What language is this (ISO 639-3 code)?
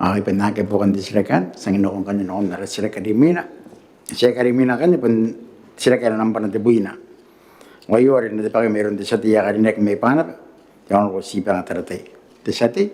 gil